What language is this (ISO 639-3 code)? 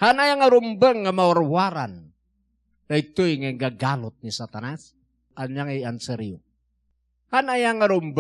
ilo